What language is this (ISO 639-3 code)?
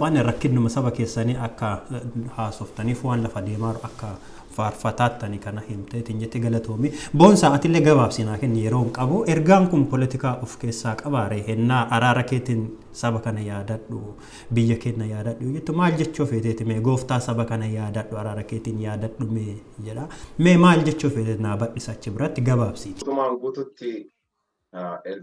orm